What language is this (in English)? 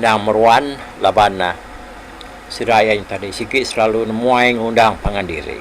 Iban